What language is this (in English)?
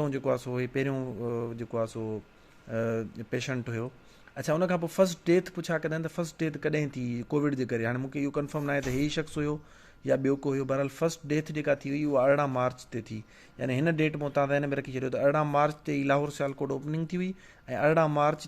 Sindhi